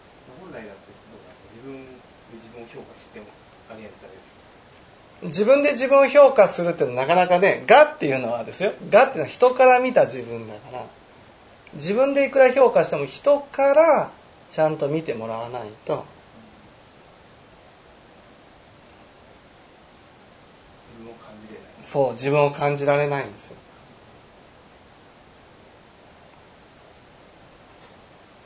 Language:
Japanese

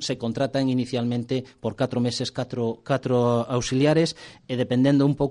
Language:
Galician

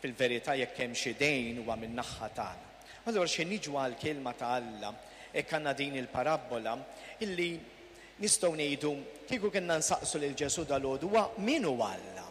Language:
Maltese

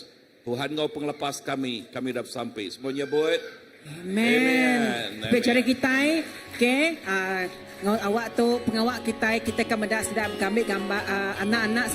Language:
Iban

